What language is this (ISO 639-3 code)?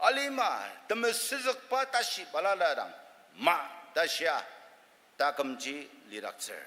njo